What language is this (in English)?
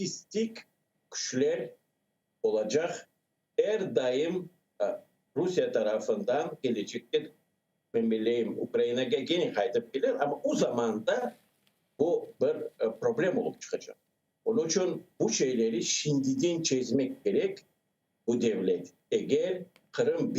Crimean Tatar